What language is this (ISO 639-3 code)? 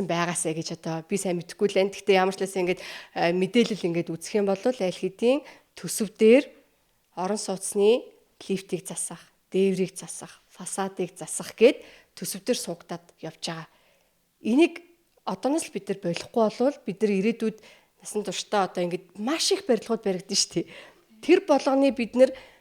mon